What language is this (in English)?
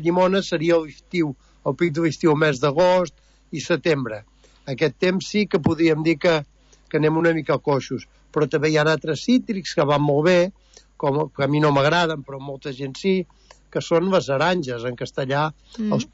Catalan